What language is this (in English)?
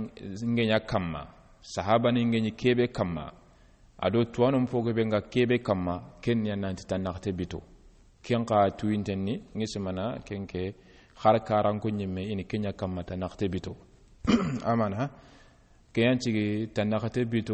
Soninke